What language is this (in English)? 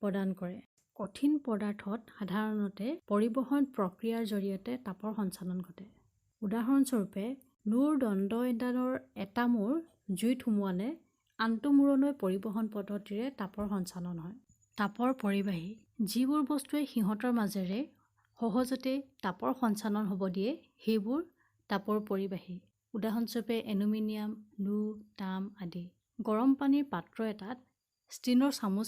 Assamese